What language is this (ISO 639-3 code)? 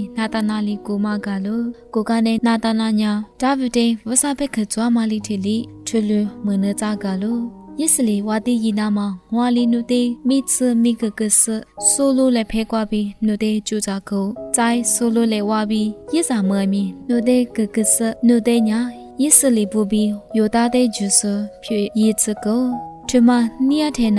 lis